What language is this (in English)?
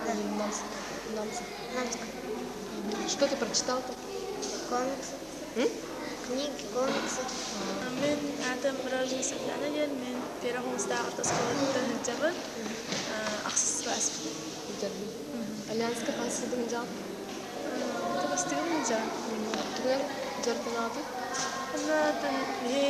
Yakut